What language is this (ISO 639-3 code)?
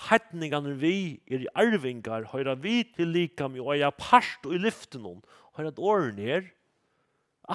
fao